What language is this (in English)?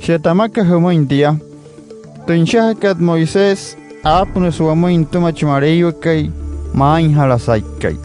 Wayuu